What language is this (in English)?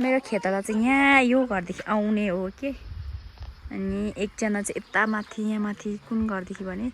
Nepali